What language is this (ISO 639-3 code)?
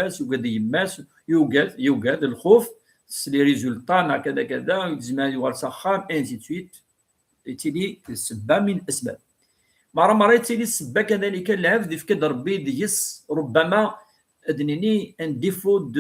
kab